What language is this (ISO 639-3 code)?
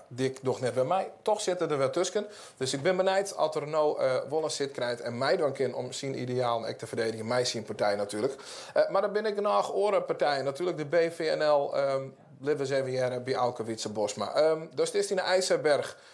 fry